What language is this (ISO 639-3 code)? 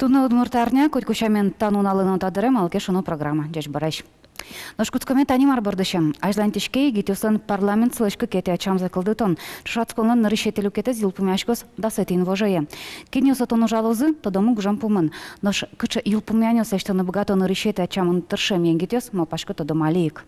udm